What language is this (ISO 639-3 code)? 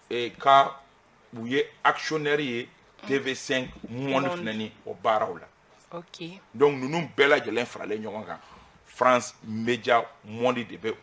bam